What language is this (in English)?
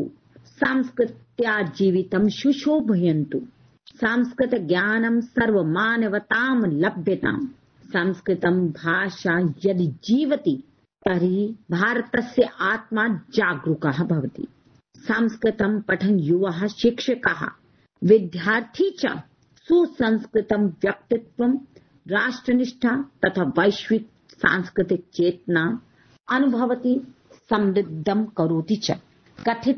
Sanskrit